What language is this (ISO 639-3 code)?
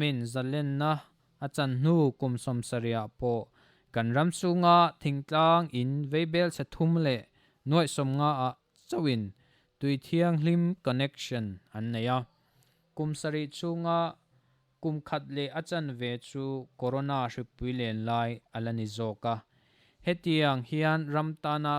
lus